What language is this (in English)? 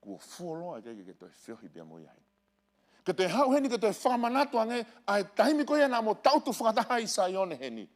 Tongan